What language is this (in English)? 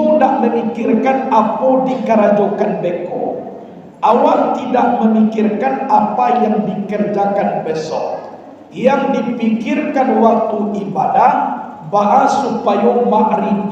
Minangkabau